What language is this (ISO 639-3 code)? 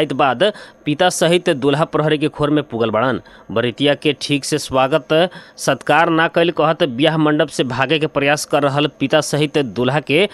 bho